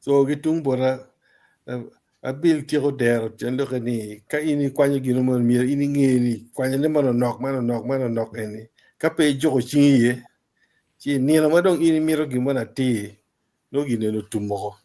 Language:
Acoli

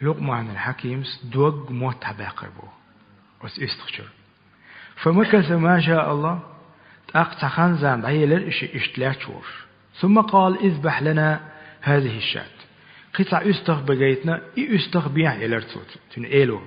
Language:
Chechen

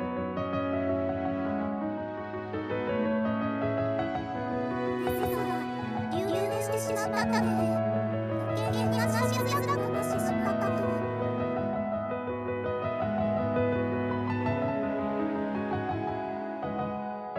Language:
Japanese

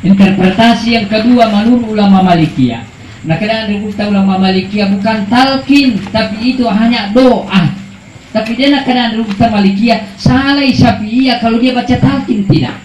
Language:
Buginese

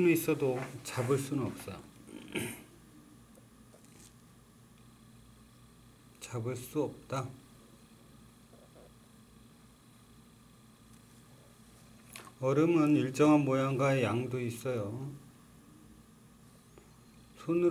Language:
Korean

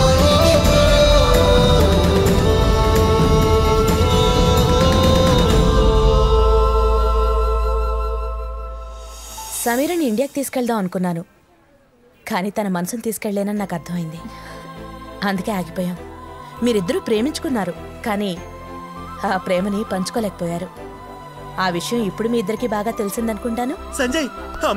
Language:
Telugu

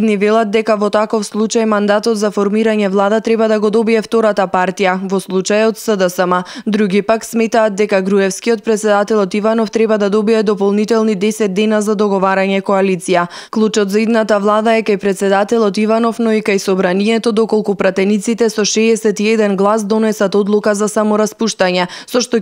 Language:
Macedonian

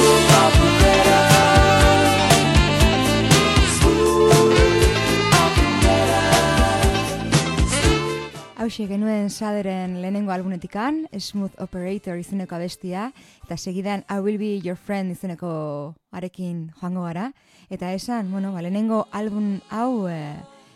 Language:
Basque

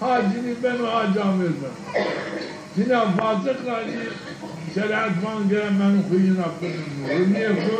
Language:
Zaza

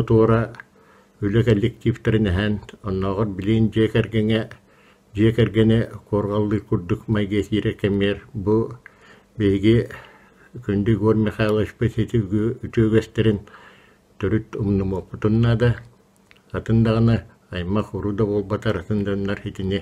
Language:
Yakut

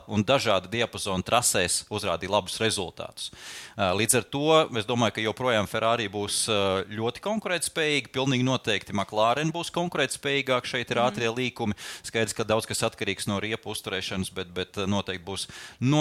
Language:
Latvian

